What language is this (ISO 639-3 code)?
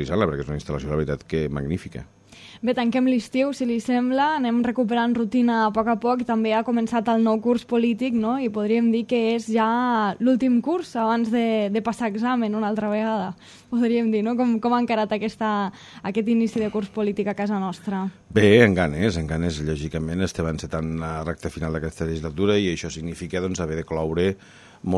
cat